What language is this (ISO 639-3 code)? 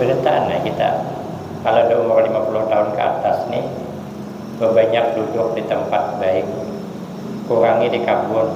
bjn